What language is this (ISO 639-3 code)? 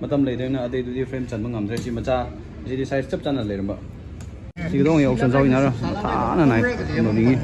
nmf